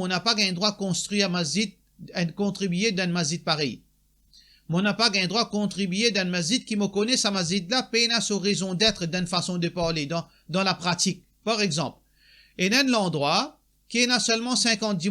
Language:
Morisyen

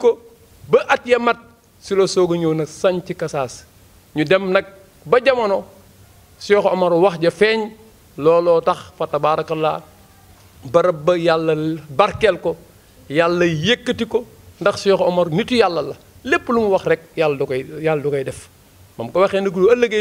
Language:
Wolof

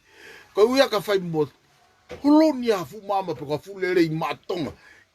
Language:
Tongan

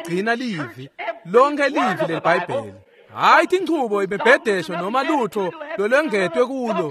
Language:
Swati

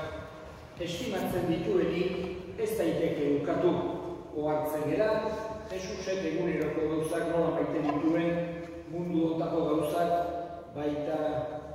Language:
Basque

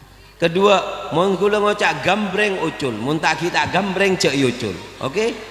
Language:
Madurese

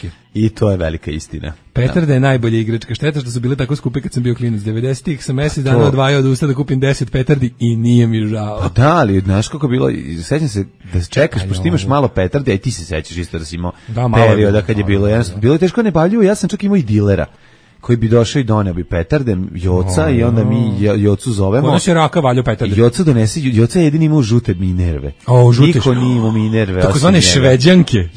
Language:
Serbian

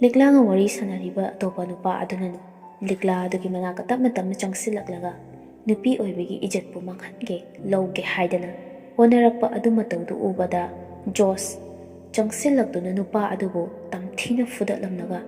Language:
Manipuri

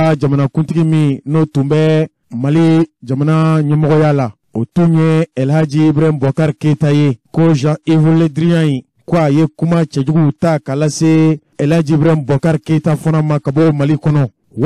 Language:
Bambara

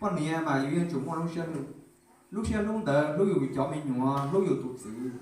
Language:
Hmong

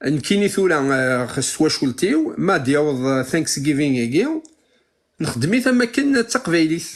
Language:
Kabyle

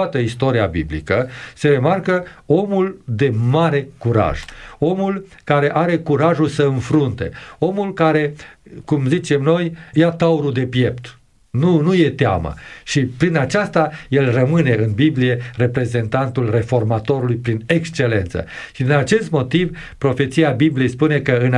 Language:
Romanian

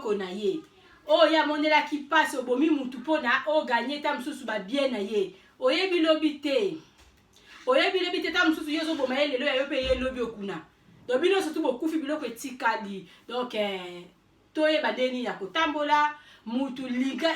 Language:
Lingala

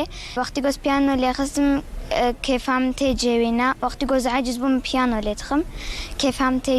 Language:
Kurdish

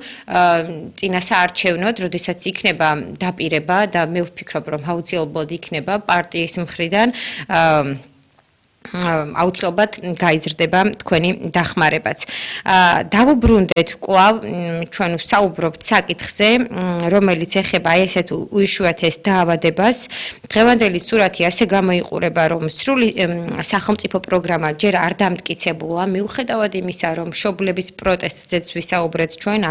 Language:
Georgian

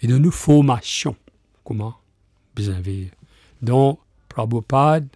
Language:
Morisyen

